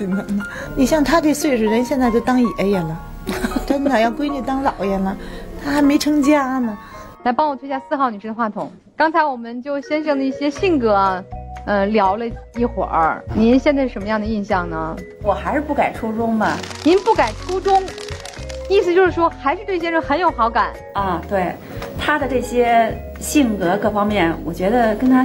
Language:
Chinese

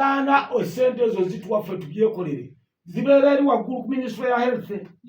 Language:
Ganda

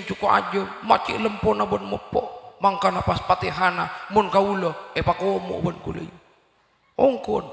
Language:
Madurese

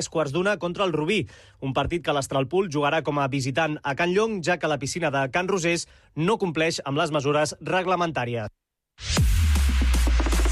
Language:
Catalan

